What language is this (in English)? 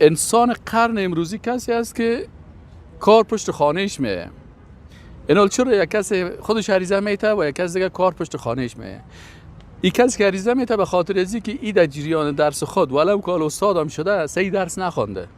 Persian